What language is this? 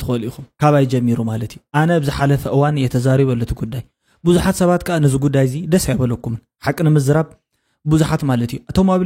Tigrinya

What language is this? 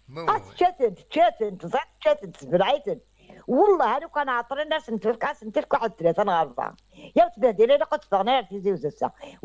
Kabyle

